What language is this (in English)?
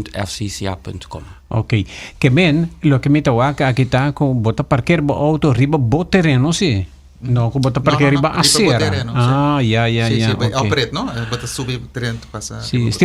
Papiamento